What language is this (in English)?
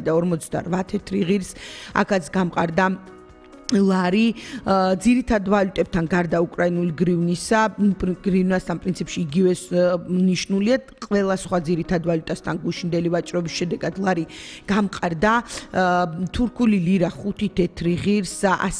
Georgian